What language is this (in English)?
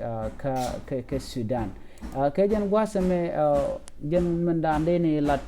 Nuer